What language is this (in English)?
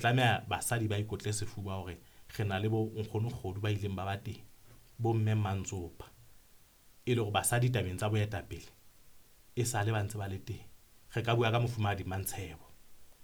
Southern Sotho